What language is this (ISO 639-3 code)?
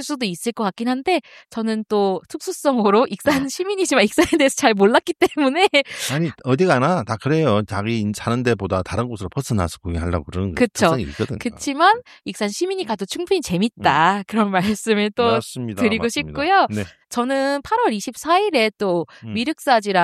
kor